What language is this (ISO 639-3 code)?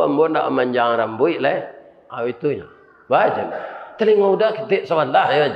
min